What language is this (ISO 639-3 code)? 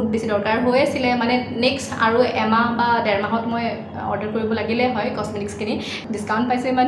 asm